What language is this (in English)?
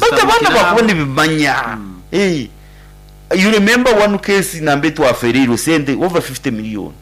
Nyankole